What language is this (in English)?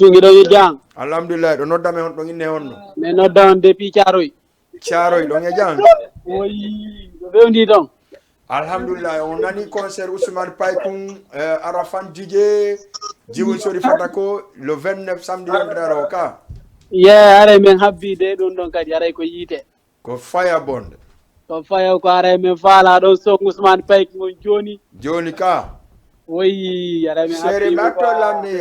Fula